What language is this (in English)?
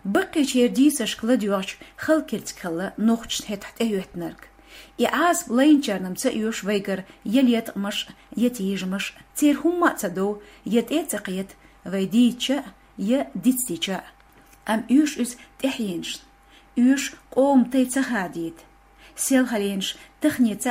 Chechen